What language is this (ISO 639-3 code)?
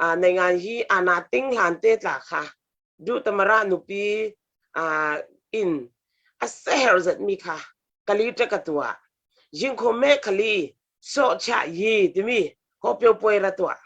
cfm